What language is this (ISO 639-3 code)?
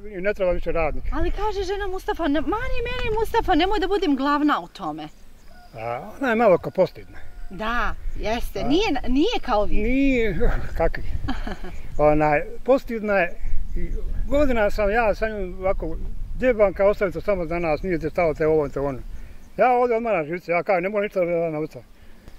bos